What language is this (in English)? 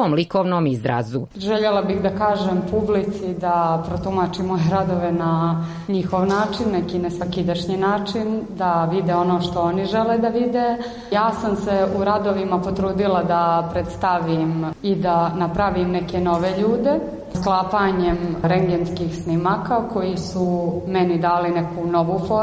Serbian